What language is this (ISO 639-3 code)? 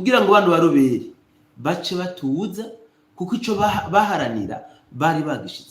run